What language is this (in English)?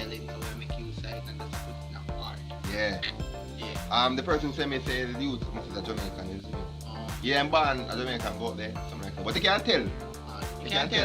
Jamaican Creole English